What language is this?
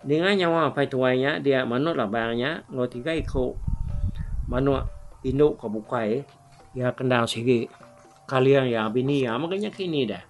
Iban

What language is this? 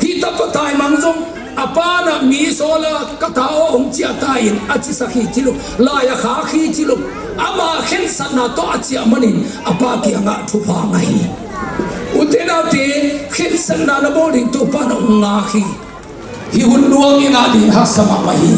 Tedim Chin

